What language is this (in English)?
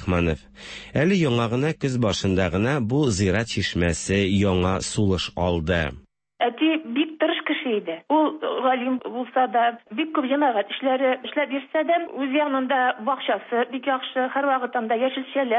Tatar